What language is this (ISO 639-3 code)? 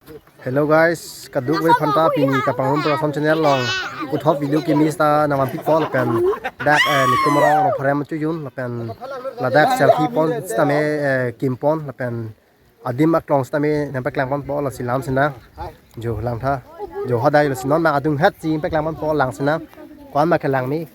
mjw